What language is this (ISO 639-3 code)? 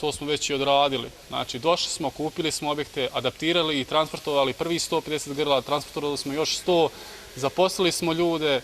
bos